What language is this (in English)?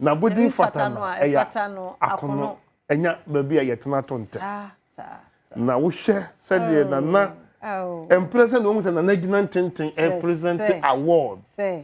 Akan